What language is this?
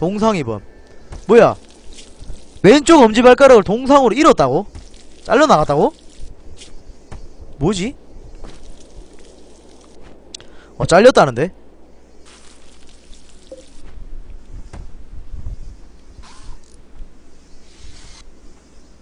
Korean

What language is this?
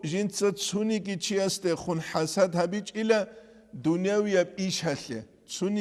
Avaric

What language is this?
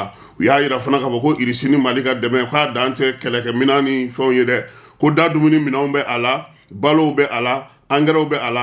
Bambara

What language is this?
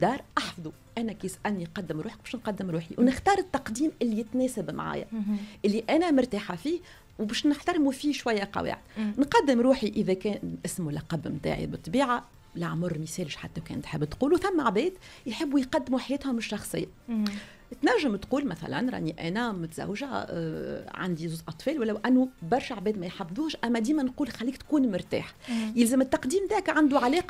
Tunisian Arabic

